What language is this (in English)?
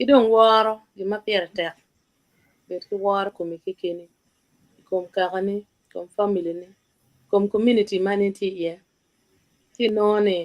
Acoli